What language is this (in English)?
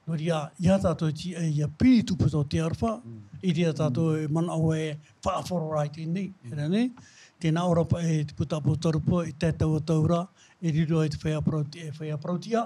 Tahitian